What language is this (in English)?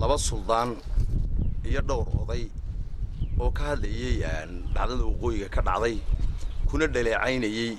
Somali